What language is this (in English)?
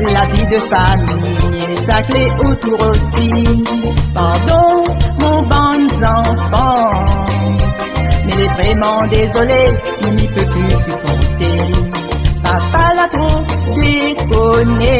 Réunion Creole French